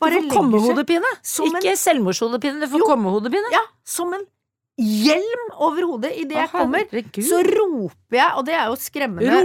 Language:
Norwegian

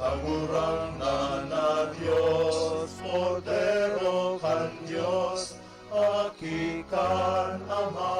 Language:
Bikol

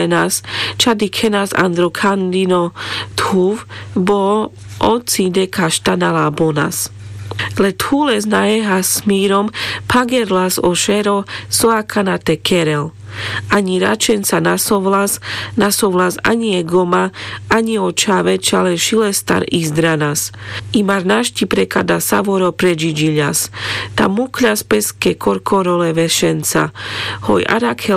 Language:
Carpathian Romani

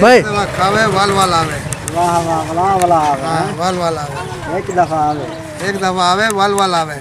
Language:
Saraiki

